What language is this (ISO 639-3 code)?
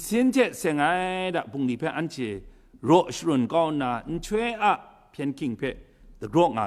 kac